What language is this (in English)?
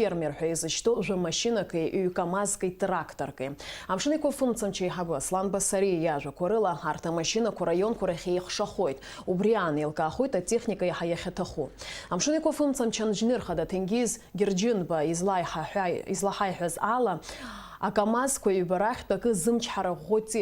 Abkhazian